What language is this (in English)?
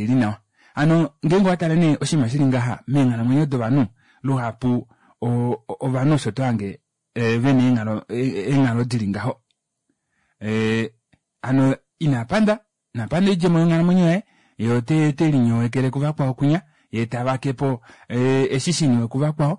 Kuanyama